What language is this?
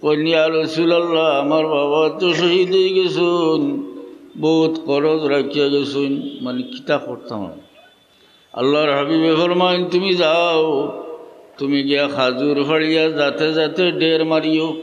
Sylheti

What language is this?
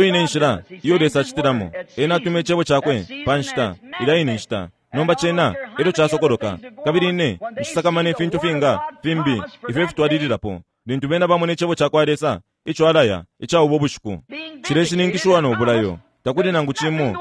Bemba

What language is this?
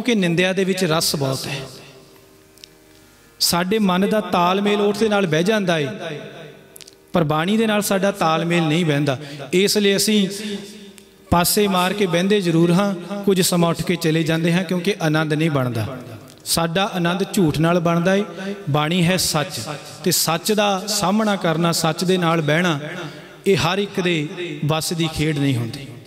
Punjabi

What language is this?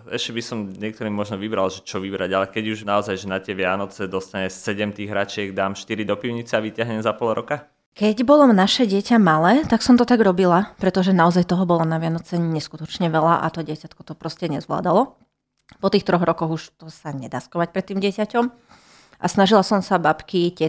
Slovak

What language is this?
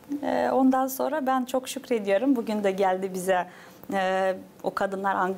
Gagauz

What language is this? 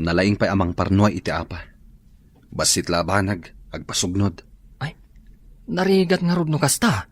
Iloko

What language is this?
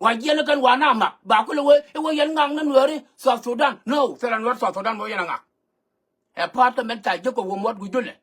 Nuer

